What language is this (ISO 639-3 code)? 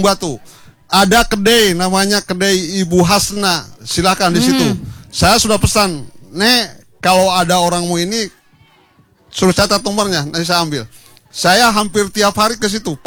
ind